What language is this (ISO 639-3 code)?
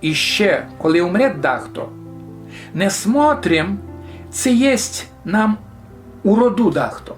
rue